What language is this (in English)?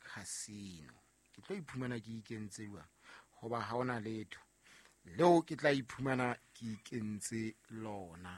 Southern Sotho